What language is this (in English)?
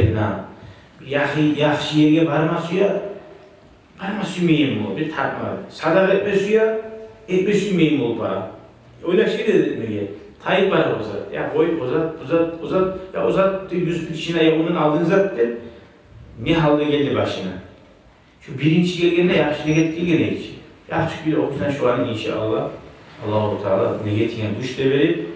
Kumyk